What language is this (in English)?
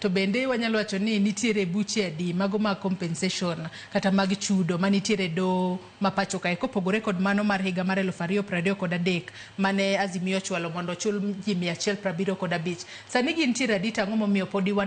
Luo (Kenya and Tanzania)